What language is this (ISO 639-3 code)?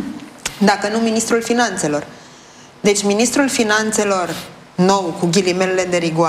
ron